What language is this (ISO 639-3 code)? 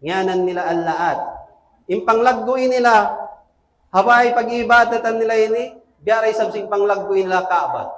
tsg